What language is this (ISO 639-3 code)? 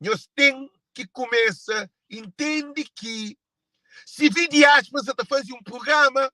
kea